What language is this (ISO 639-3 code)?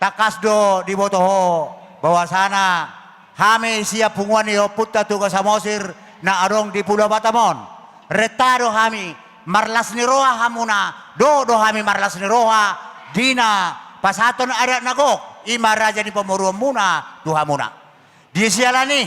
bbc